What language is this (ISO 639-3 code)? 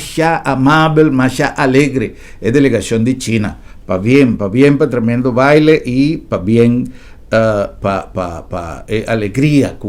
pap